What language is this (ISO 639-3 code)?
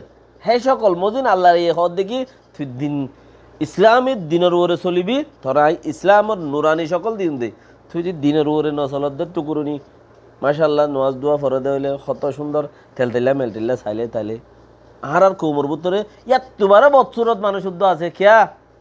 rhg